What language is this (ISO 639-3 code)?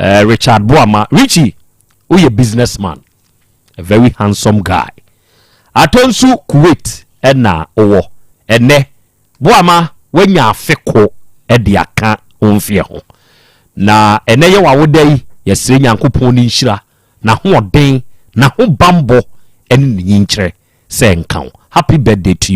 aka